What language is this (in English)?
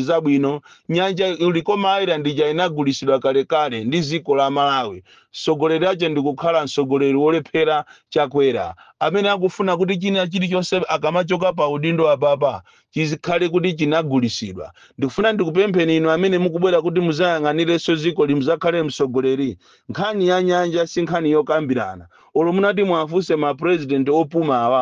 Nyanja